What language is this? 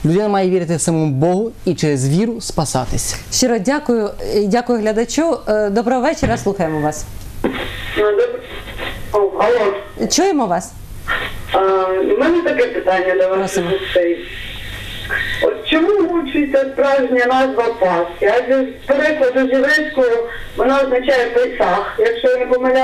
Ukrainian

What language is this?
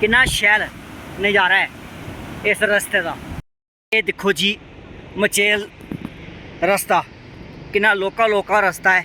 Dogri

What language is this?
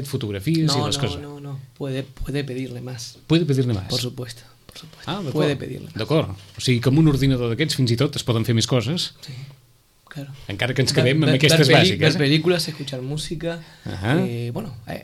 Catalan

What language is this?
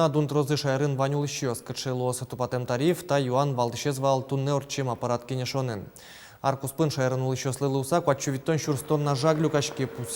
Udmurt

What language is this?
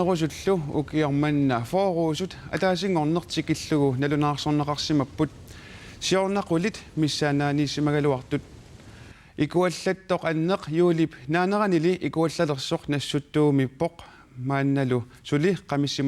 Kalaallisut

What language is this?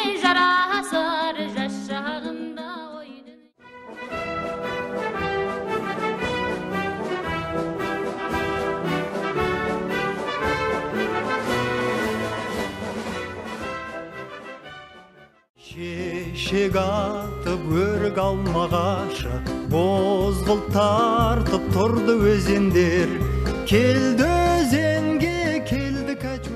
Kazakh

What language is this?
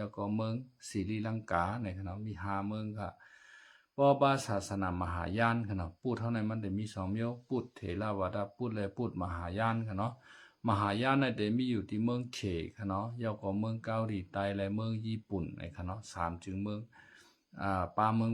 Shan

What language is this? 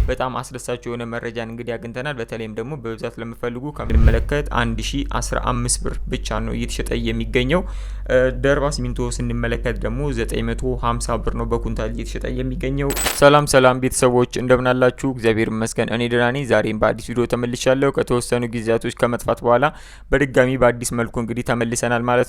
Amharic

